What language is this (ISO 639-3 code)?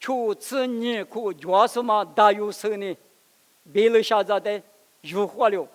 lis